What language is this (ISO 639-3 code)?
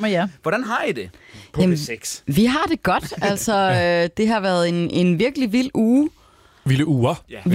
dan